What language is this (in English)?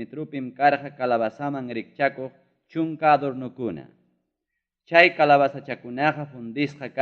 Ayacucho Quechua